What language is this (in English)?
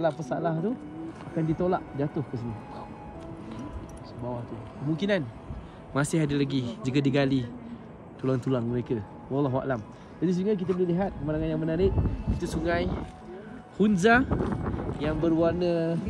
Malay